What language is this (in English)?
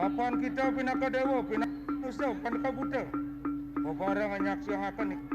Balinese